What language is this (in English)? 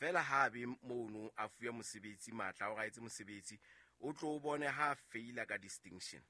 Southern Sotho